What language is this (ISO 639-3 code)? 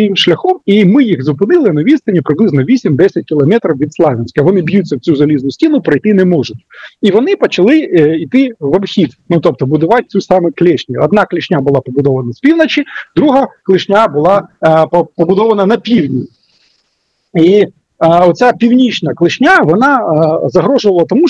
ukr